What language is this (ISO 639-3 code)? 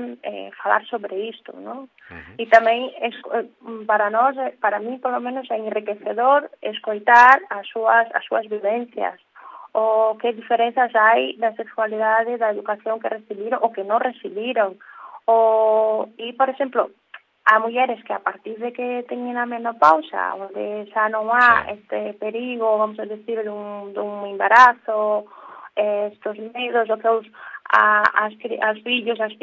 glg